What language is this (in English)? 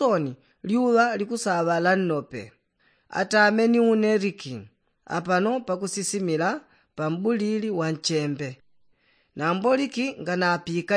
Yao